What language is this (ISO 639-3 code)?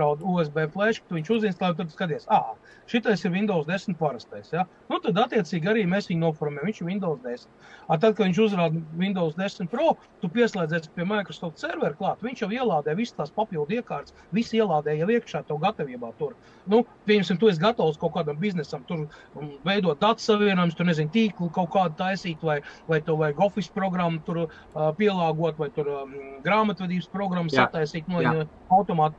lav